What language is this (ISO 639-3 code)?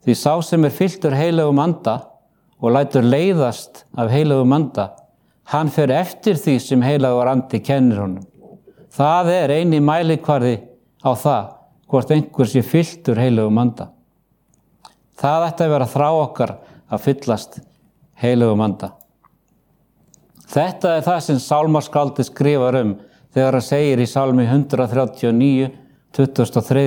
isl